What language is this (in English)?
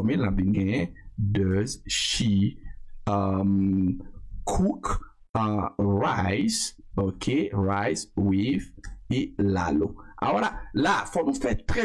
Haitian Creole